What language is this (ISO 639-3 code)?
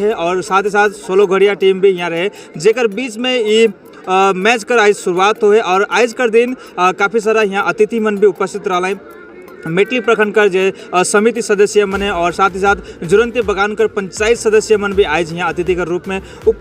sck